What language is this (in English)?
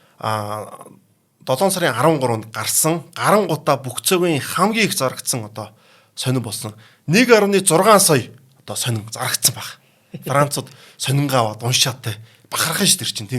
Mongolian